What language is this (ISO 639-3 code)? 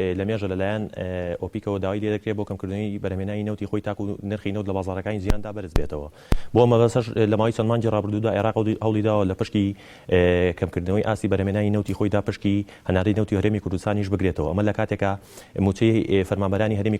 ckb